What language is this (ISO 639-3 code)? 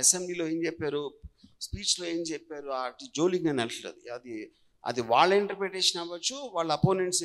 tel